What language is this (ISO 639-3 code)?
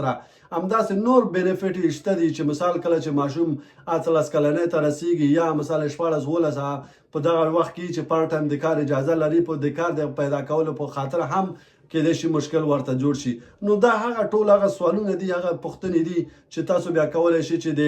pus